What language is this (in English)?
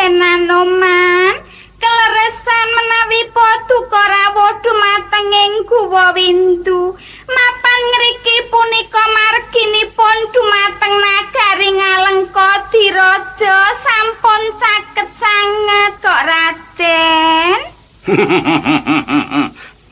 Javanese